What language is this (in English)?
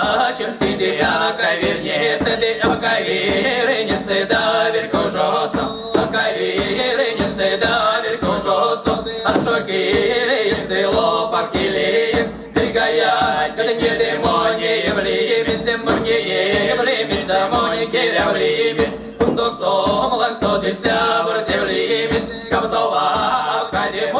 Erzya